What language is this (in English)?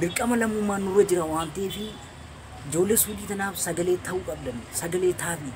Oromo